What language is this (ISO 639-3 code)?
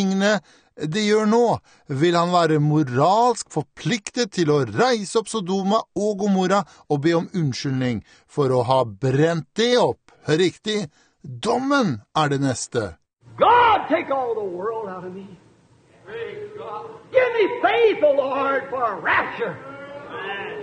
nor